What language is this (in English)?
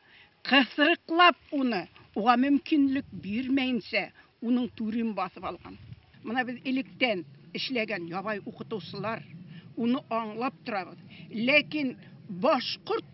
Bashkir